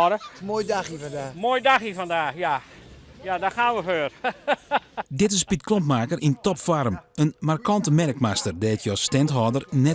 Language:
Western Frisian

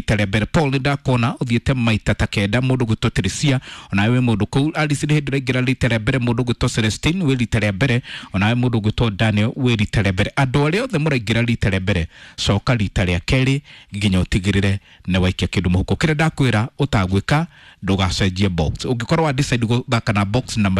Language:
Kikuyu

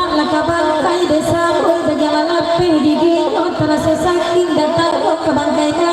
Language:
Minangkabau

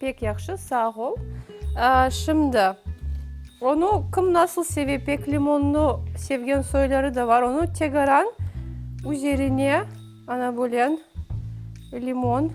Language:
Crimean Tatar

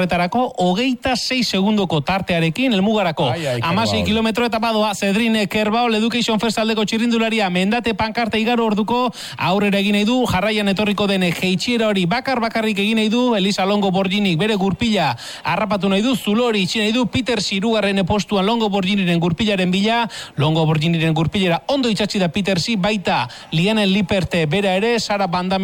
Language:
Basque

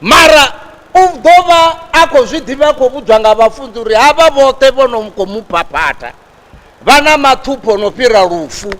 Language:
Venda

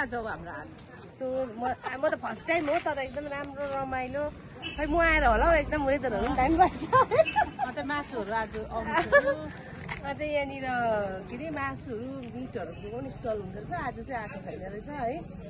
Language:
Nepali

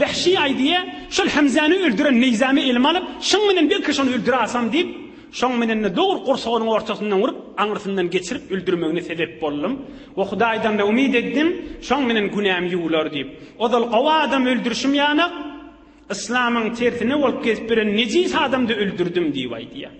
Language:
Turkmen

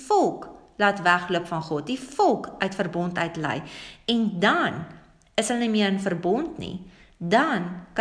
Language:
Afrikaans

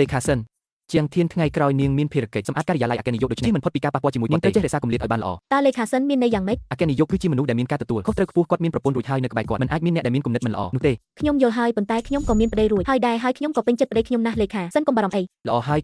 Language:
Khmer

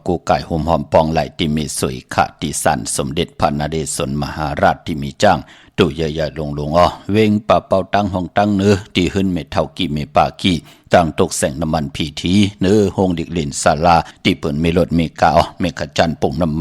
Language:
Shan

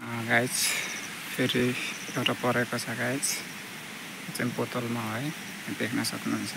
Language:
Nepali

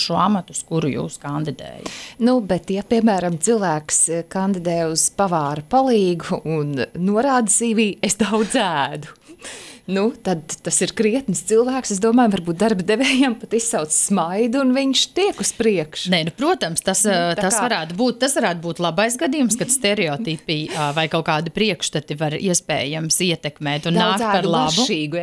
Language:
Latvian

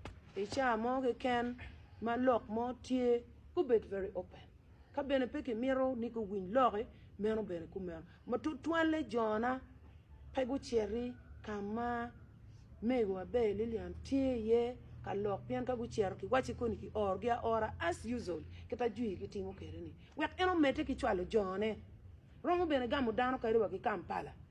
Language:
Acoli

